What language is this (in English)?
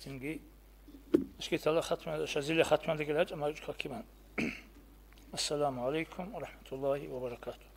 Avaric